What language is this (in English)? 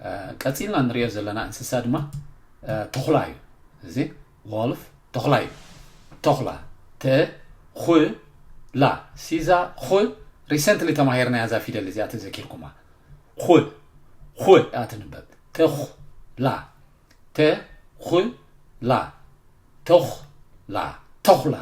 Tigrinya